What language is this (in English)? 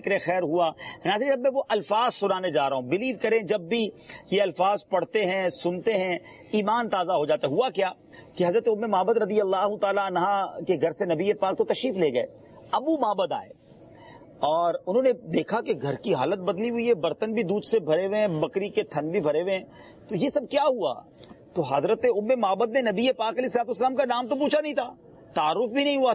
Urdu